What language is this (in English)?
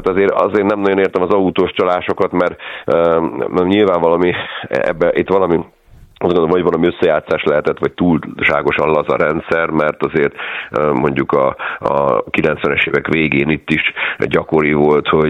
Hungarian